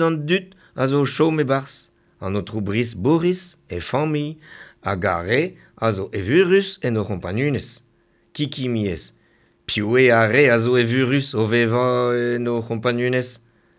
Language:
Breton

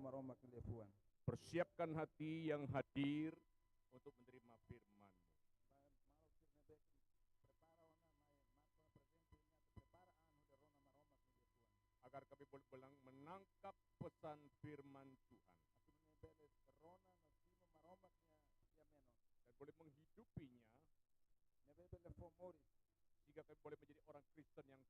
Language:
Tetum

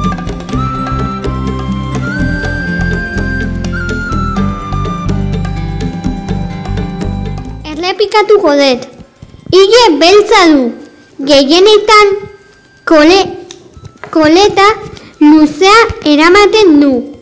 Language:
Basque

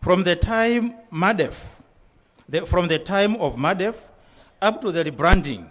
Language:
Nyanja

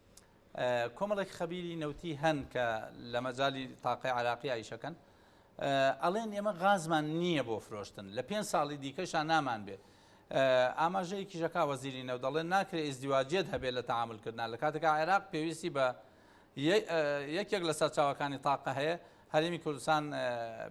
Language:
Central Kurdish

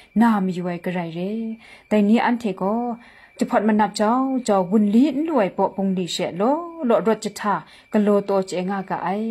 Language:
Kachin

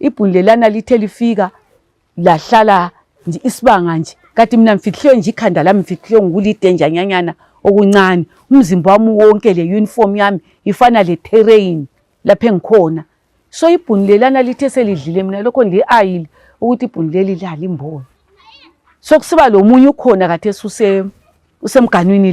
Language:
North Ndebele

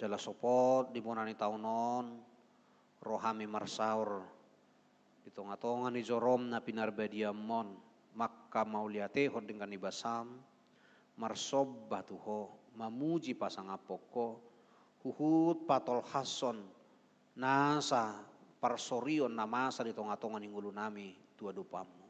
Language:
Batak Toba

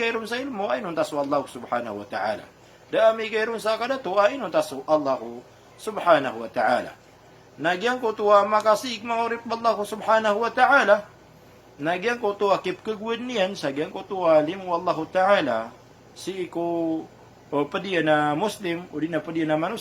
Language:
Maranao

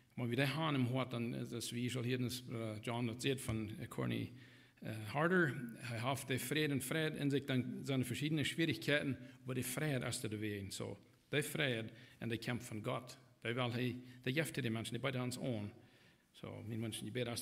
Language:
Plautdietsch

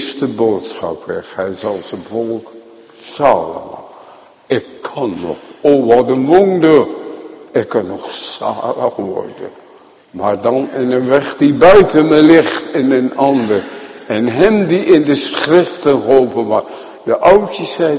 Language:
Dutch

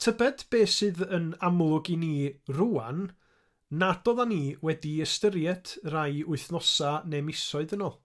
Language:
Welsh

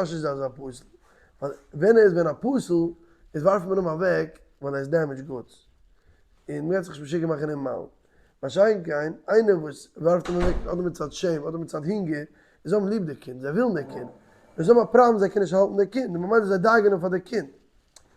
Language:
Yiddish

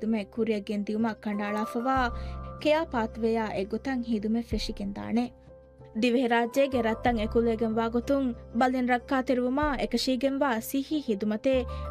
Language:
Divehi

